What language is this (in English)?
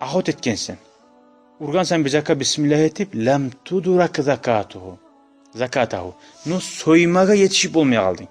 Kumyk